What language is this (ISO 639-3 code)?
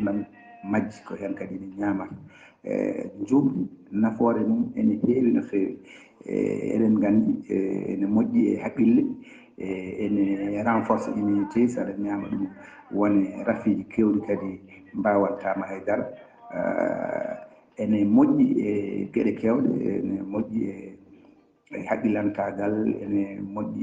ful